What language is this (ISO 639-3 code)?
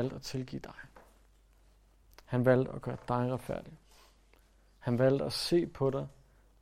dan